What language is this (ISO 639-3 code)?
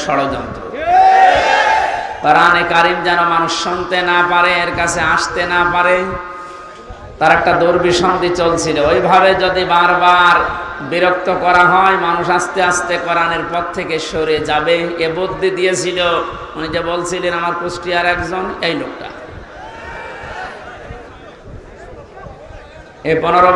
ben